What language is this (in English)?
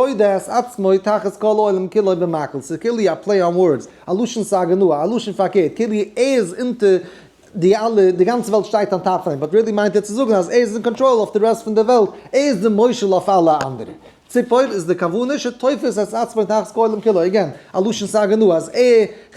Yiddish